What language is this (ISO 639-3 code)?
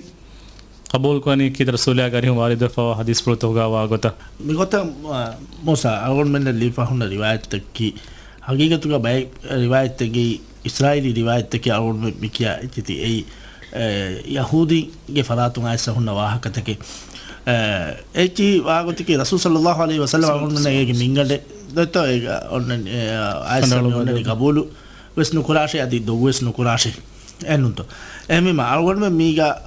div